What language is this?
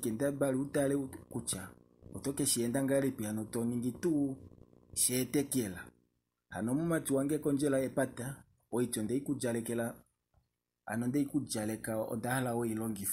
Kuanyama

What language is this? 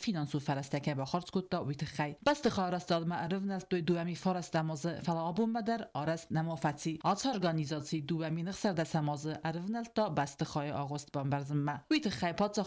Ossetic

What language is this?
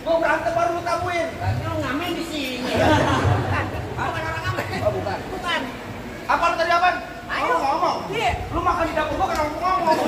Betawi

